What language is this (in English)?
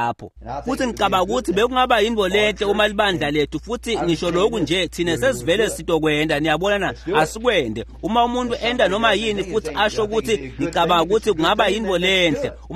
Swati